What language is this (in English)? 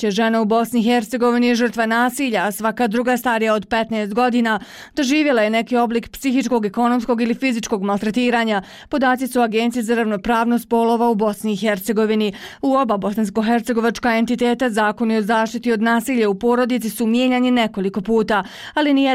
Bosnian